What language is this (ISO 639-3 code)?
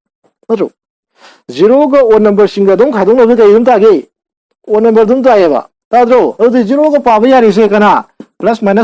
mni